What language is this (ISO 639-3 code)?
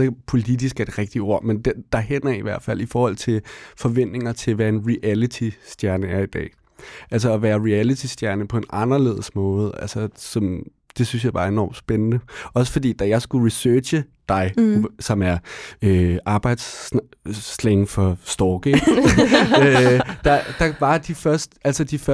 dan